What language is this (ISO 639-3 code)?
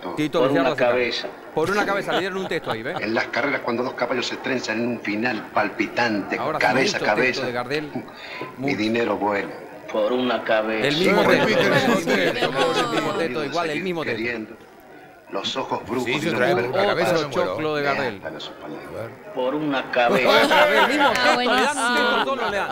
spa